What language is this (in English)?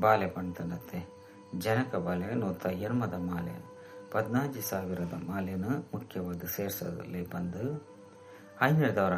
Tulu